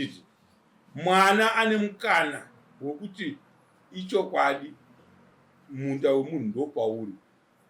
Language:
Shona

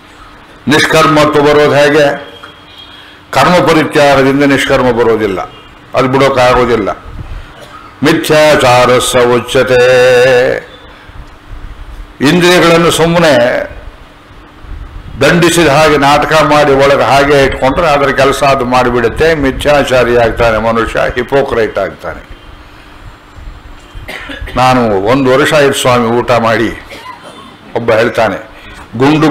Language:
Kannada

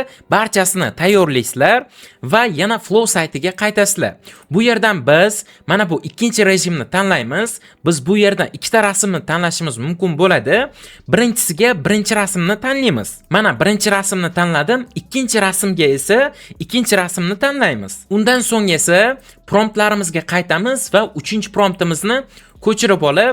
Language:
Uzbek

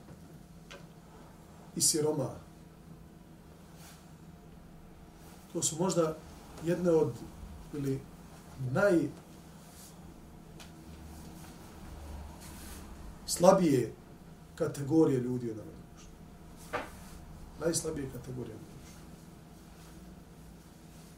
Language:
Bosnian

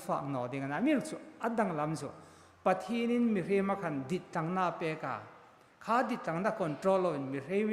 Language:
Hmar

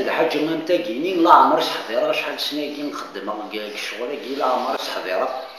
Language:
Kabyle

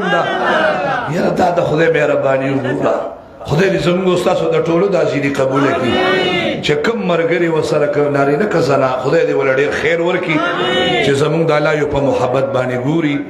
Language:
Pashto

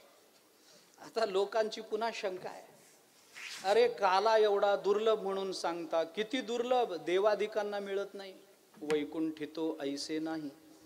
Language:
Marathi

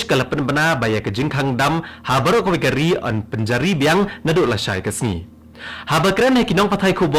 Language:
Khasi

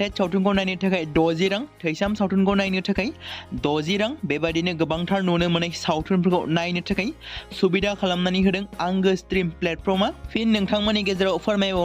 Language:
Bodo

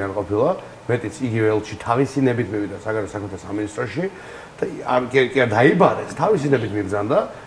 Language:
Georgian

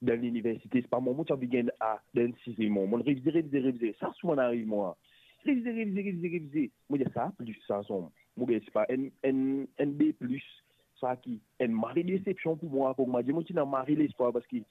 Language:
Morisyen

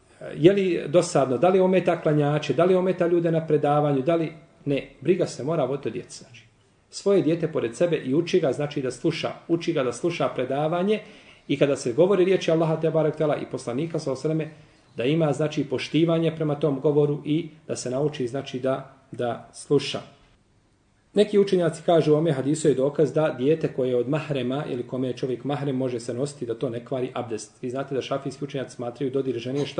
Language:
Bosnian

